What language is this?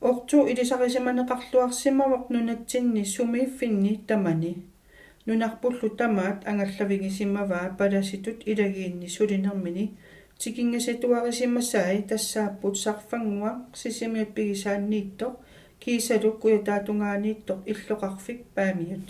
Kalaallisut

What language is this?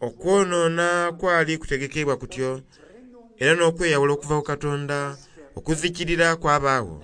Soga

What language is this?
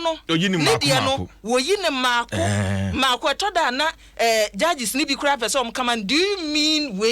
Akan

